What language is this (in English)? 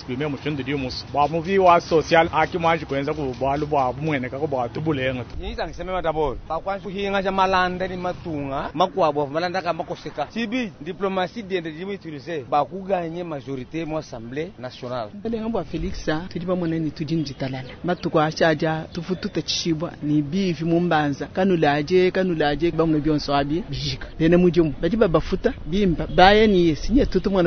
Luba-Lulua